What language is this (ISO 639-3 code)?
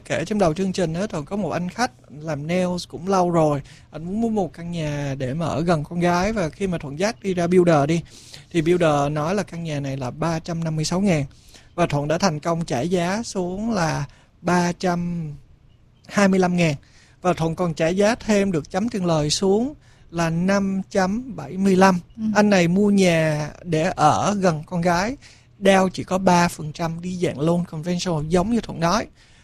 vie